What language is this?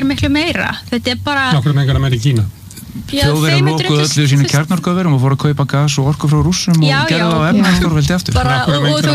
Icelandic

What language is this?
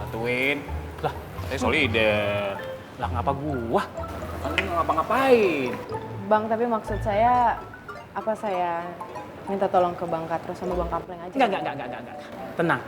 Betawi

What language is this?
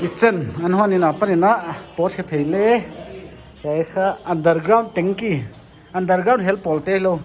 Paite Chin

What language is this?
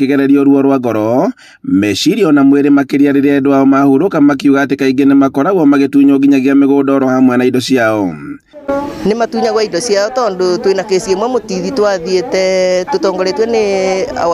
Kikuyu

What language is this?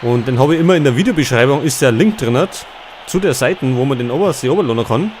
Bavarian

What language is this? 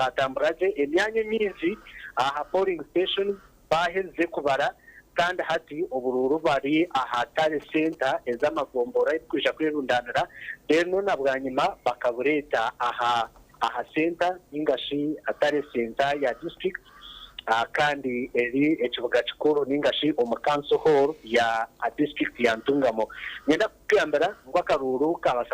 Nyankole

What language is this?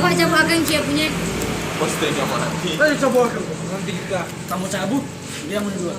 Manado Malay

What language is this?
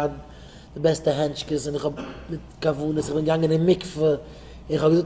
Yiddish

